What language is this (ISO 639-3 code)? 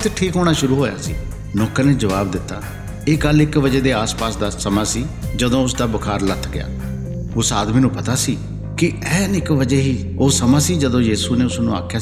pan